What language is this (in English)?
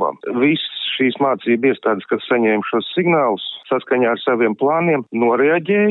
Latvian